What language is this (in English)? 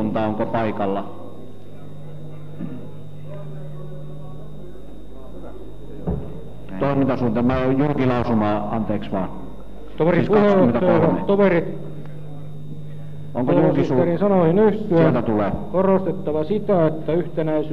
Finnish